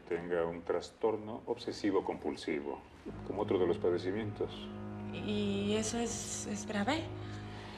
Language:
Spanish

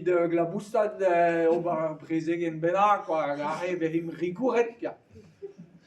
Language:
Breton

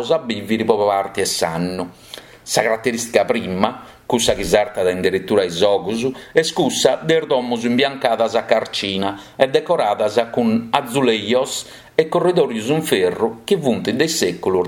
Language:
Sardinian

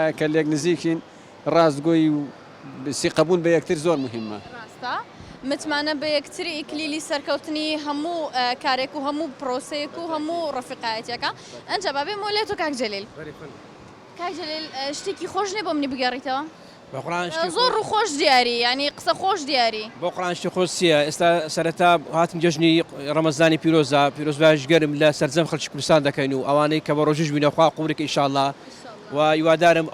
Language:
Central Kurdish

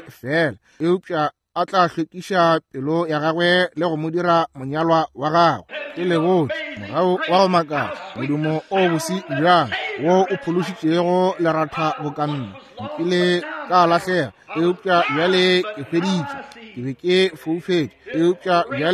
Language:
Northern Sotho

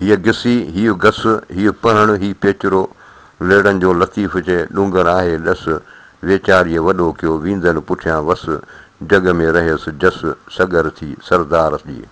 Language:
Sindhi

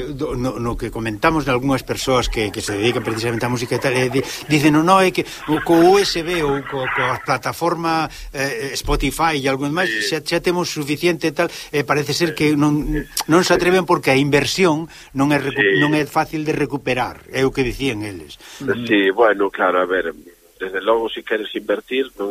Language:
Galician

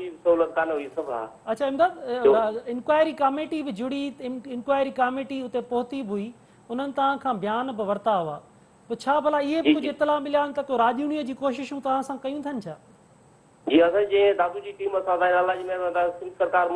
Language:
Sindhi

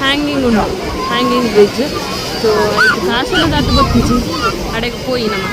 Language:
Tulu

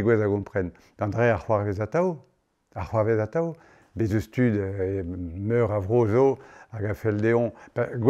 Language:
Breton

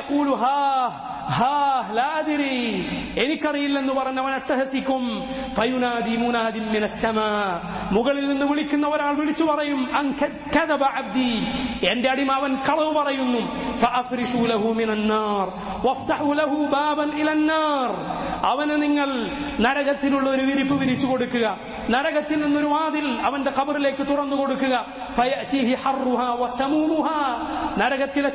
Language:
Malayalam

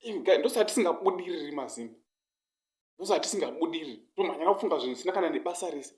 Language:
Shona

